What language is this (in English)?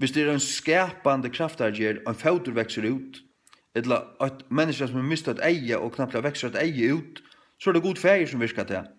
Faroese